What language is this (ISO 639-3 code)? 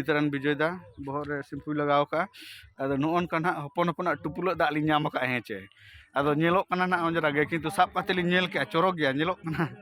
sat